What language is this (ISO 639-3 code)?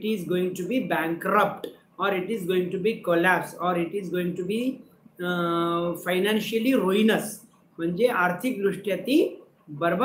mar